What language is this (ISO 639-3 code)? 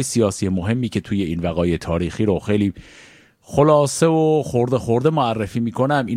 fas